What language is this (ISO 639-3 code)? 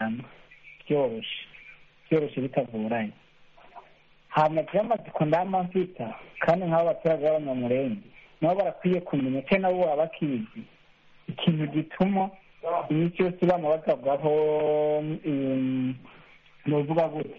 kin